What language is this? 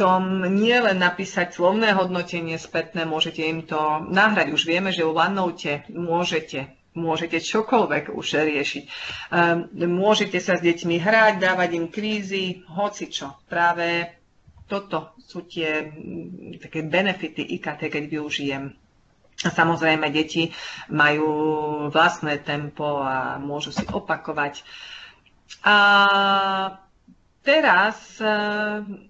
Slovak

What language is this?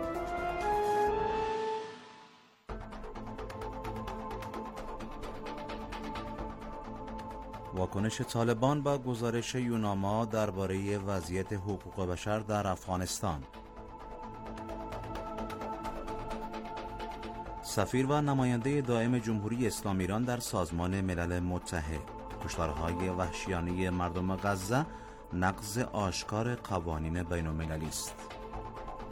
Persian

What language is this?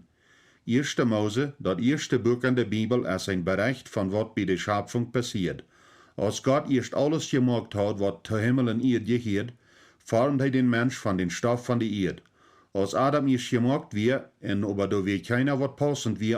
Plautdietsch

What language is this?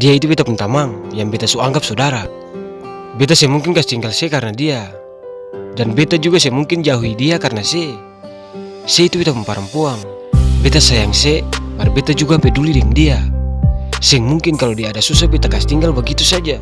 Ambonese Malay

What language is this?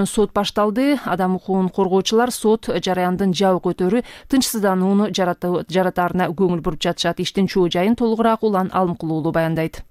Kyrgyz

